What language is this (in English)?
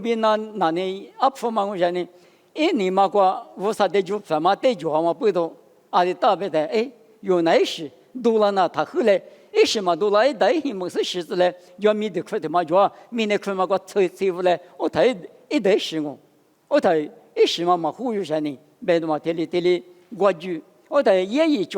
Lisu